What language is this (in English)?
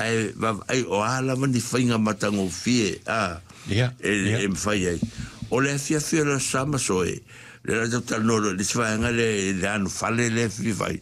Samoan